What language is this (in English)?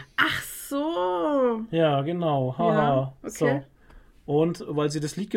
German